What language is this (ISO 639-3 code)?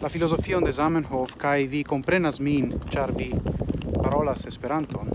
epo